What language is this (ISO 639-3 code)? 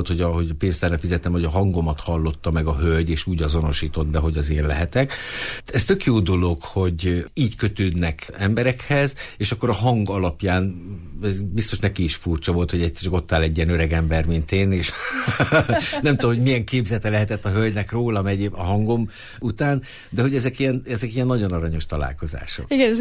hun